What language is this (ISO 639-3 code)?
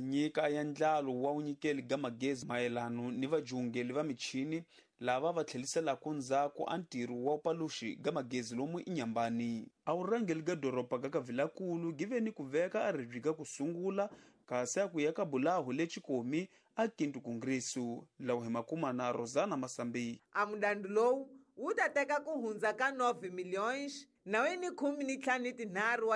tso